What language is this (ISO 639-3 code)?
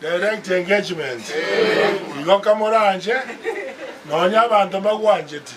guz